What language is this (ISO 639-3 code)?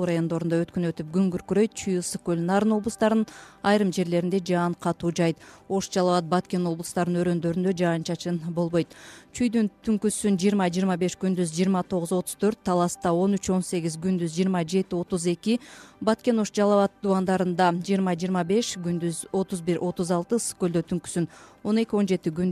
kir